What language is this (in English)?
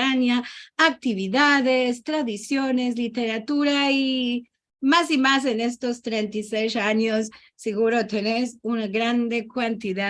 Ladino